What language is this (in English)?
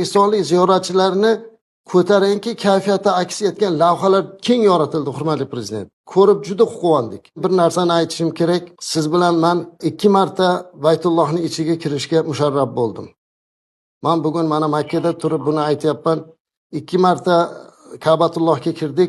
Uzbek